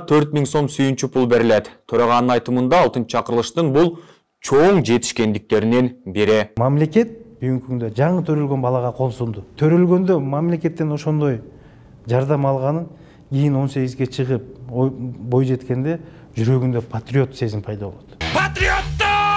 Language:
Kyrgyz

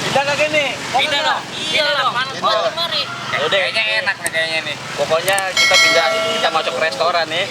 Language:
Betawi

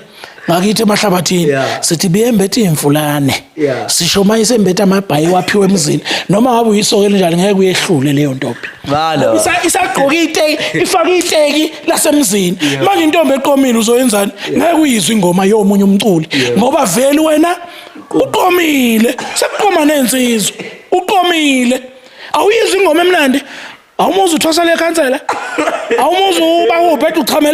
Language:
Zulu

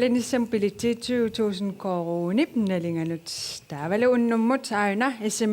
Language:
Kalaallisut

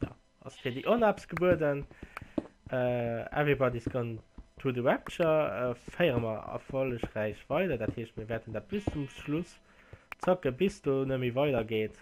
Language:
Luxembourgish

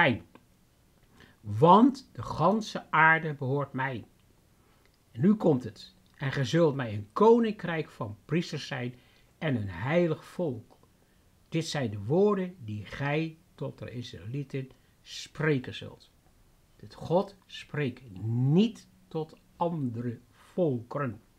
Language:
Dutch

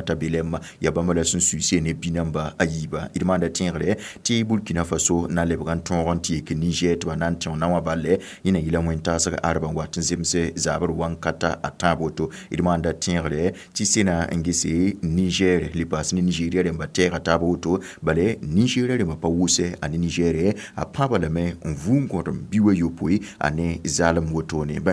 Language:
Mossi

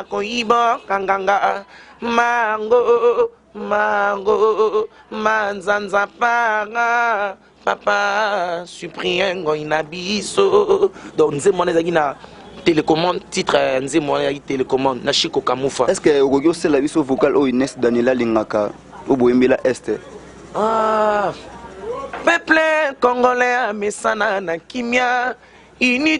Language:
Lingala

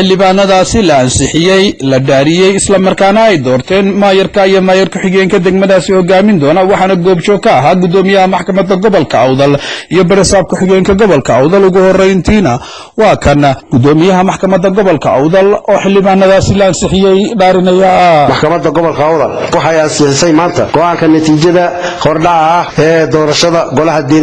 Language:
Somali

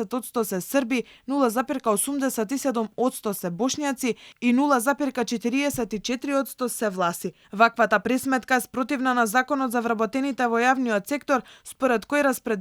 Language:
Macedonian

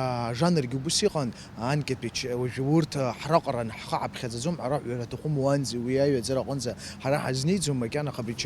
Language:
Abkhazian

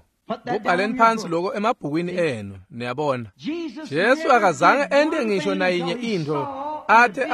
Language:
Swati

